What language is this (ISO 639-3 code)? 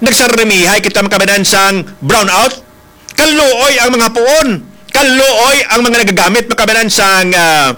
hil